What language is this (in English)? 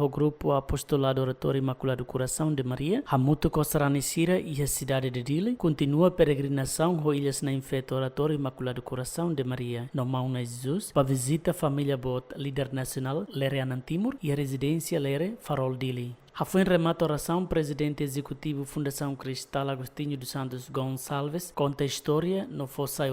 Tetum